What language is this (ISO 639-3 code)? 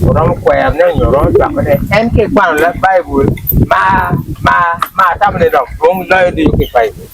ach